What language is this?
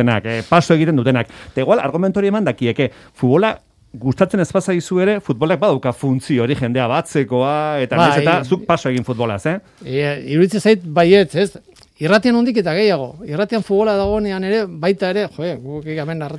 Basque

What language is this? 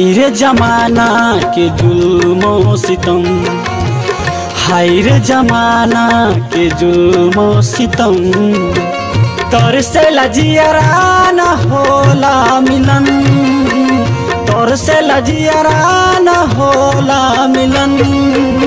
Bhojpuri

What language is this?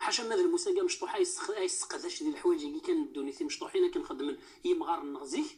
Kabyle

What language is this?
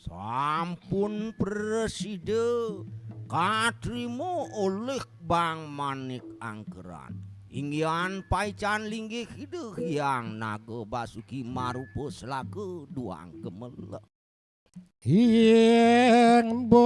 Balinese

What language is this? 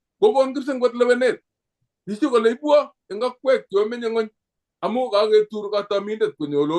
Kalenjin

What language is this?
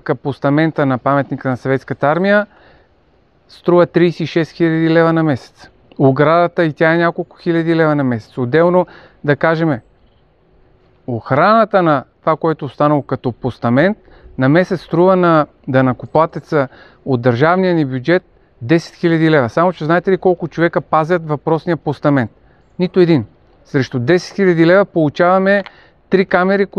Bulgarian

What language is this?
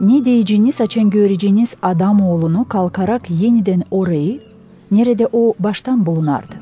Gagauz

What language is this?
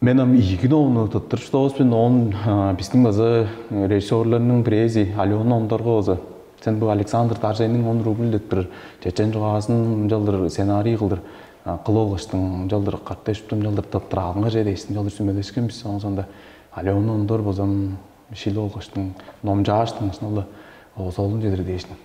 Tuvinian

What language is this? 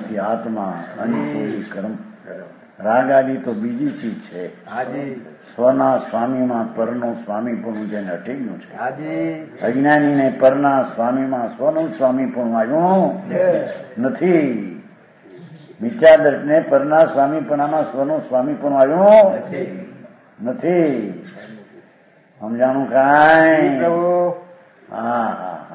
Gujarati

